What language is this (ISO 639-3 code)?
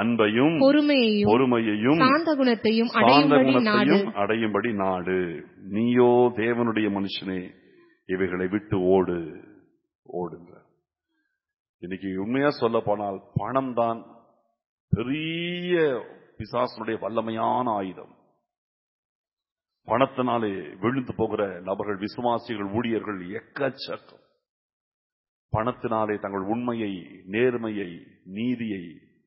tam